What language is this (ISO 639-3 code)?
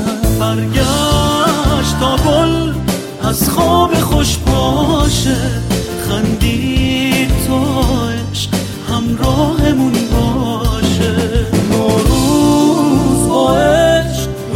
fas